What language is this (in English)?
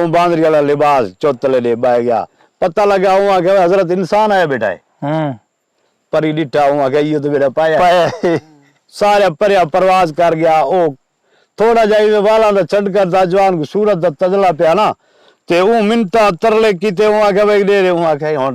Saraiki